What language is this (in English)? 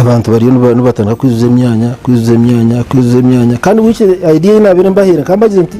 Nyankole